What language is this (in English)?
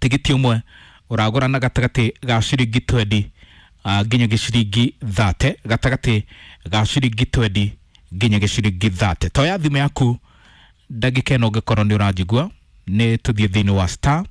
Kikuyu